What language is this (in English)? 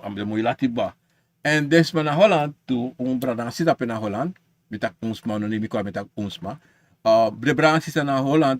Sranan Tongo